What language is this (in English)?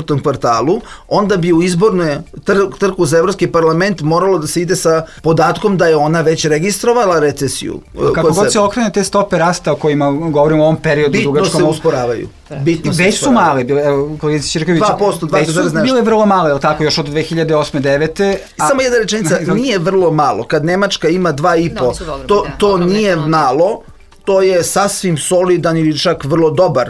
Serbian